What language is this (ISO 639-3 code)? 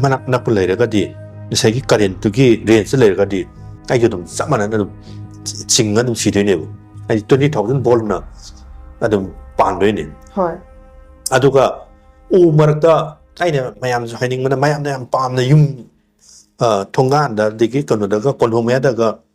mni